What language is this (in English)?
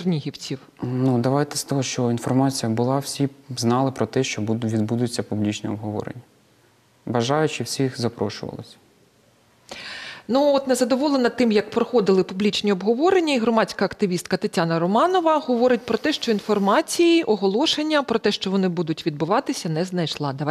Ukrainian